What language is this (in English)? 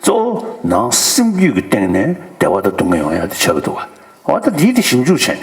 Tibetan